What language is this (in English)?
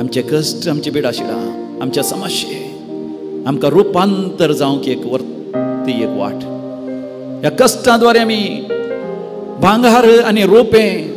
Konkani